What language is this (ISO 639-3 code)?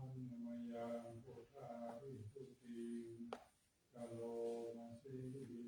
pli